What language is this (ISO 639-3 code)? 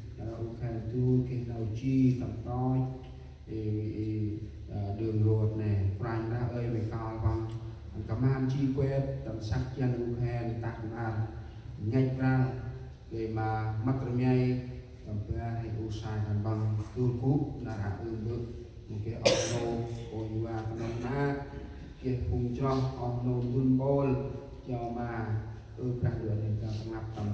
cmo